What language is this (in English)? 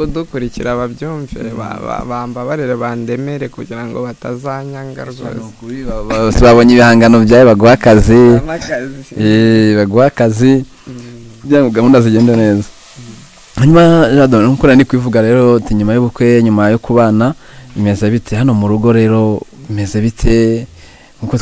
Kinyarwanda